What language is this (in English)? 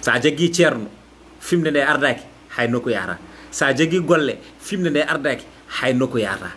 Fula